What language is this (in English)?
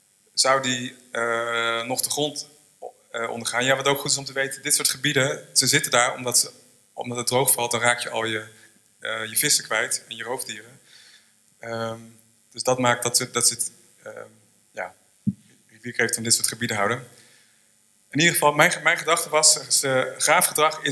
Dutch